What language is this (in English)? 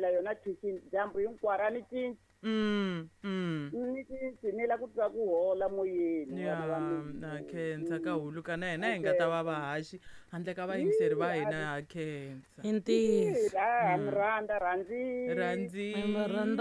Tsonga